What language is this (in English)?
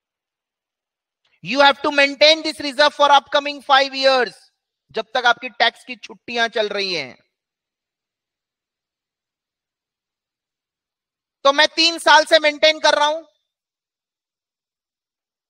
Hindi